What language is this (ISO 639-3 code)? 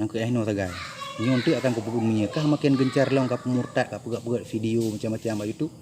ace